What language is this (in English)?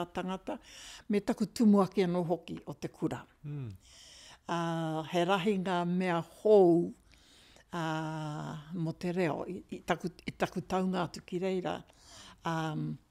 Māori